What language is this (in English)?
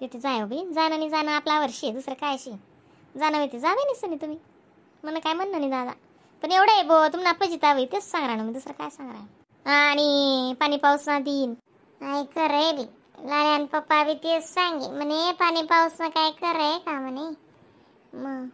Khandesi